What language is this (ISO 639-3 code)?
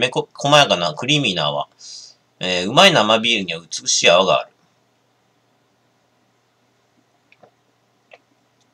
jpn